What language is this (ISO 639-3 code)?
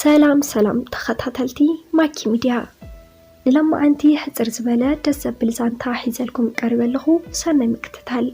tir